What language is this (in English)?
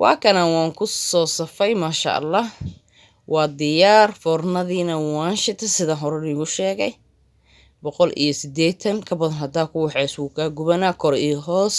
Somali